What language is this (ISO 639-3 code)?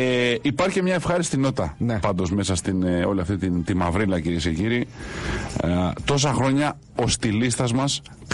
ell